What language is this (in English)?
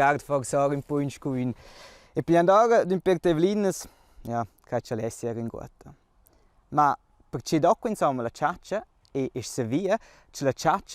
Romansh